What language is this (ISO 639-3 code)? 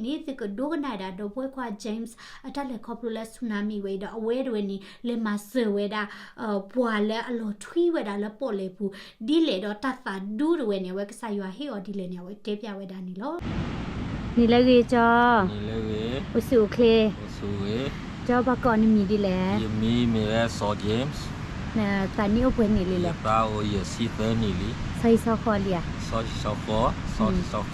ksw